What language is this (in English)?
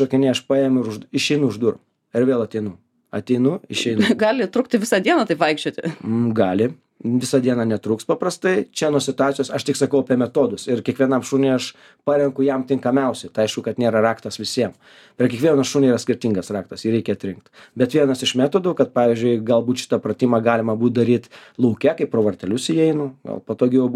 Lithuanian